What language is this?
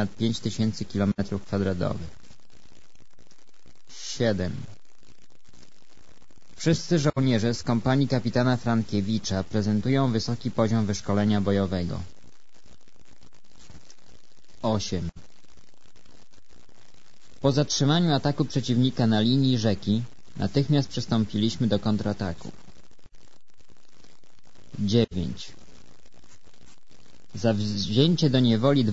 Polish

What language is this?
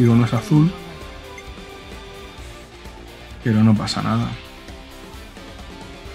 Spanish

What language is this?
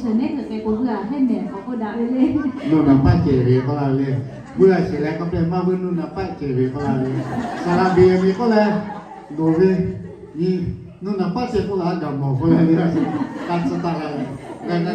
Lahu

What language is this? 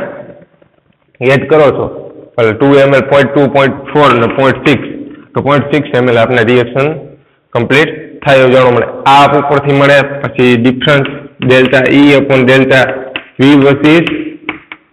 Gujarati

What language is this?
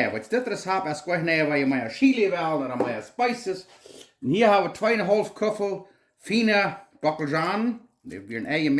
Plautdietsch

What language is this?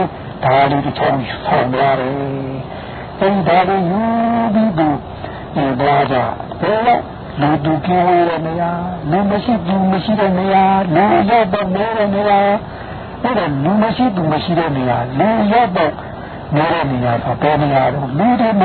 Burmese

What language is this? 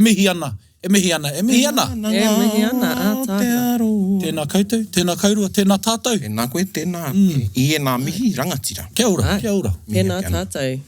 Māori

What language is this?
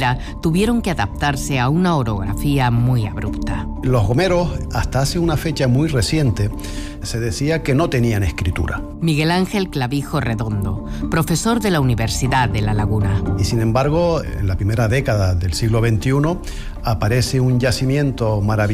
Spanish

